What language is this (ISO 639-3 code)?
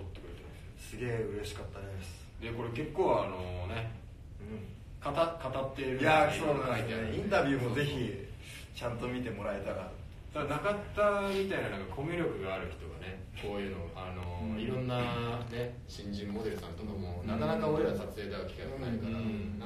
jpn